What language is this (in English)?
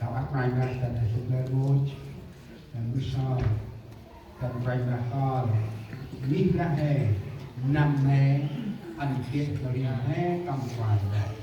Central Mnong